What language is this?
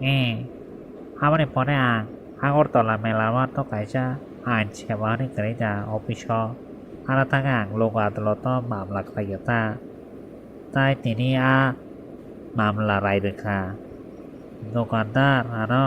Kok Borok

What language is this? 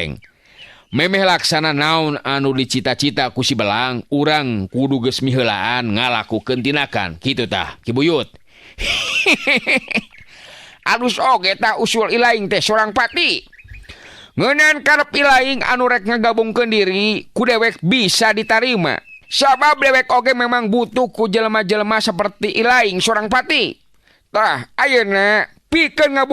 Sundanese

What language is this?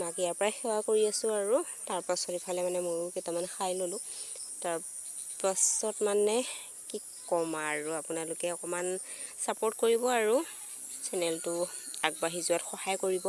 Assamese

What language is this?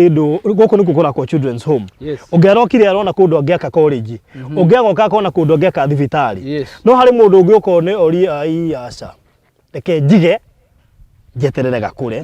Kikuyu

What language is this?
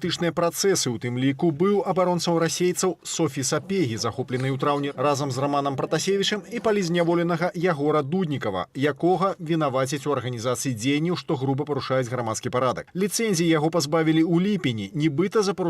Belarusian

